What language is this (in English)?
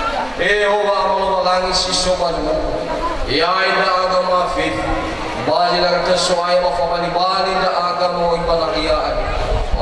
Nias